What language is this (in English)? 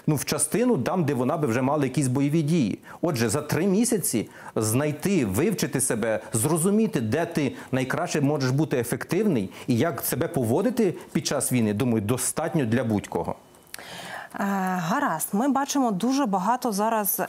Ukrainian